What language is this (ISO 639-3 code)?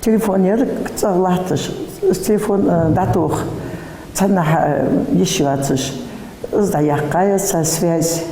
inh